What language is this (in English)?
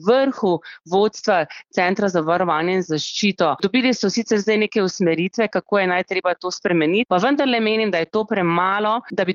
Slovenian